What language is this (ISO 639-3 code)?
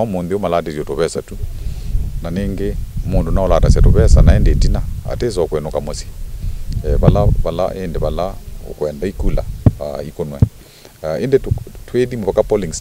kam